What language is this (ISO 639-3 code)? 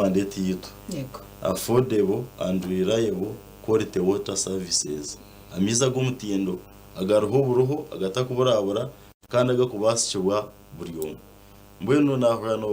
nyn